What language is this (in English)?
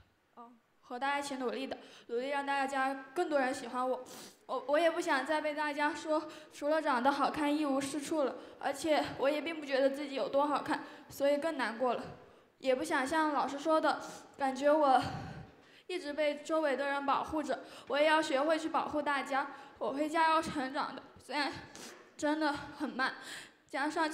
Chinese